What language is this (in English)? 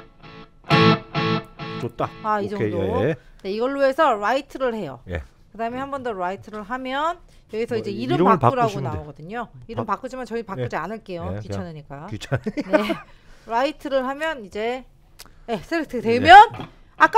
Korean